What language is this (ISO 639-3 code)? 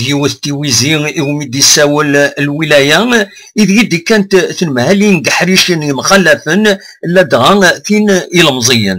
kab